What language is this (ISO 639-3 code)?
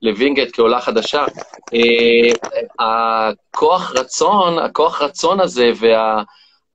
heb